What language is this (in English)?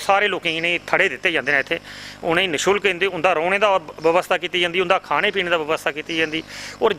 Dogri